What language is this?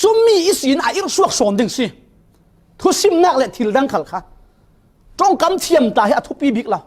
Falam Chin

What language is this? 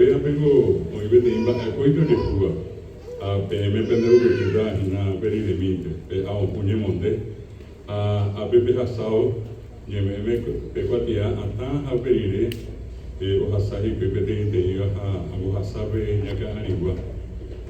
Guarani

